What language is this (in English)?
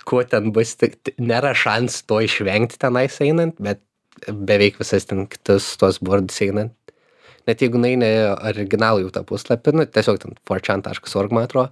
Lithuanian